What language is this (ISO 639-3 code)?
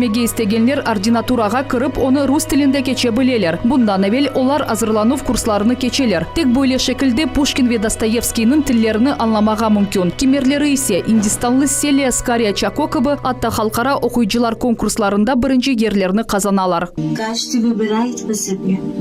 crh